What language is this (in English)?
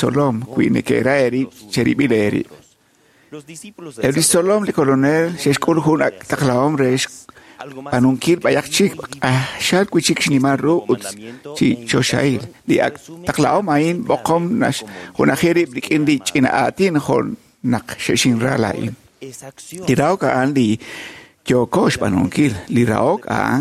Kekchí